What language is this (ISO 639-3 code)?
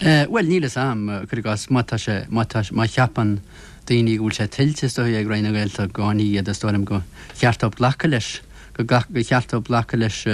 gle